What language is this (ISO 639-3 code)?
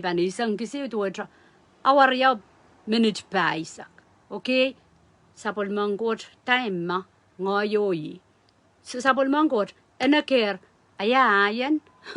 pon